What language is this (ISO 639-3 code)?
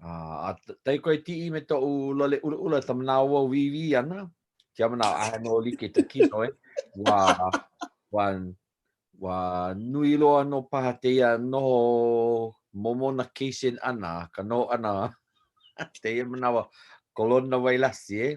haw